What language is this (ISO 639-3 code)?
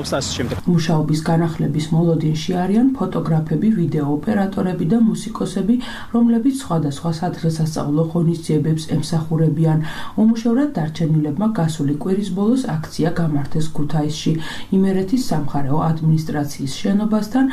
kat